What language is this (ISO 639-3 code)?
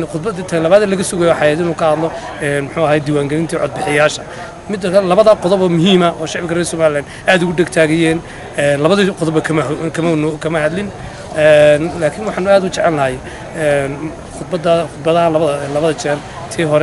som